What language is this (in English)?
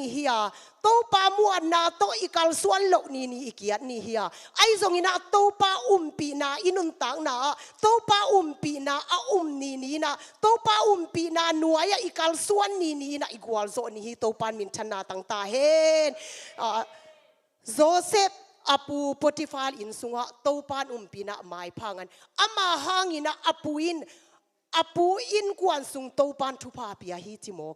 Tedim Chin